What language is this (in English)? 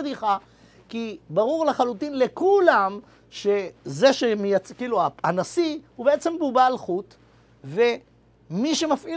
Hebrew